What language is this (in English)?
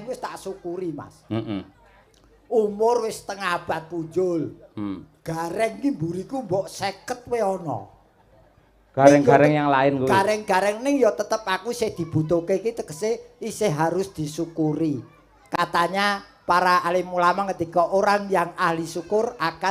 Javanese